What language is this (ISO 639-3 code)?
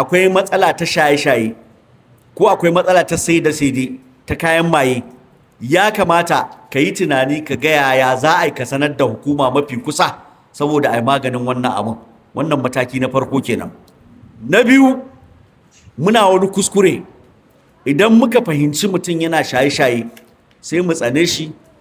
hau